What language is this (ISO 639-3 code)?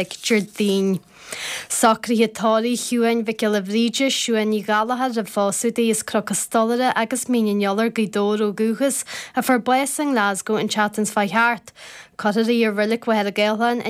gle